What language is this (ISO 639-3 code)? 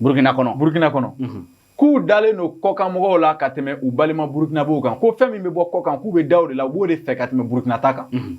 bam